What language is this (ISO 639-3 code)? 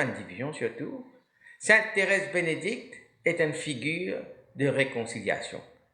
mfe